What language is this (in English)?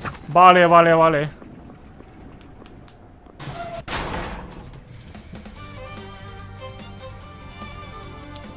Spanish